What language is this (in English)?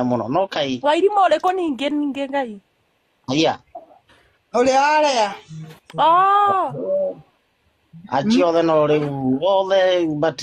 Kikuyu